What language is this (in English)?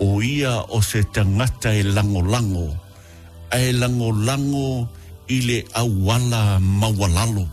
Samoan